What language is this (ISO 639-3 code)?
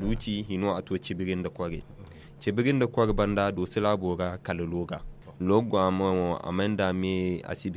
dje